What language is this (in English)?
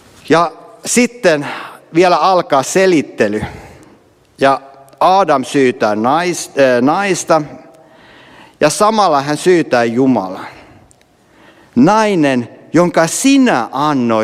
Finnish